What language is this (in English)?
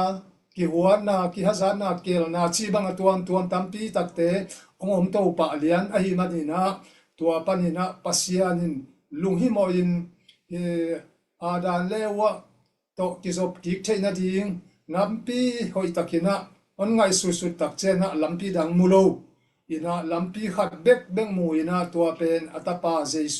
Tedim Chin